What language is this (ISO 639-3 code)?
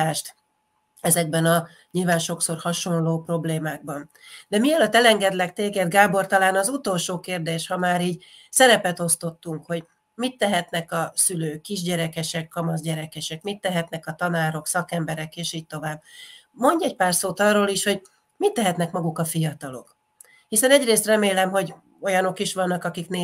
hun